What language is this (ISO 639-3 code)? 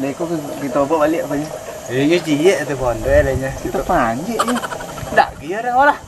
min